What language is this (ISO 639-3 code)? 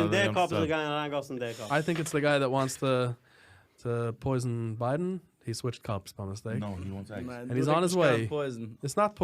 yid